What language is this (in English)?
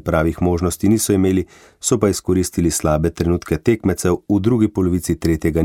Slovenian